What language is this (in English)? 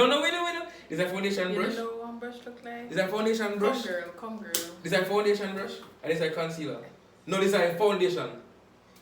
Jamaican Creole English